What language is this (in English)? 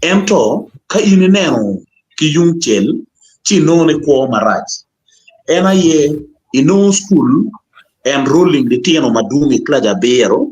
Acoli